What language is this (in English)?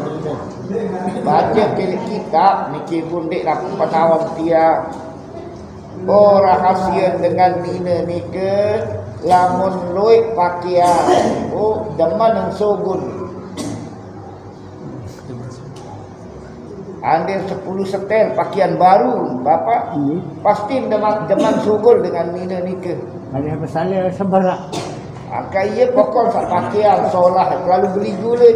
Sasak